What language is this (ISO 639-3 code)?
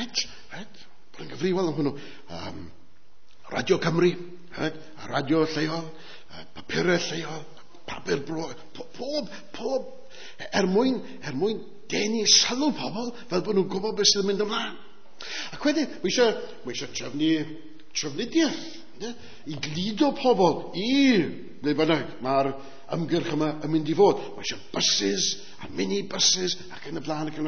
cym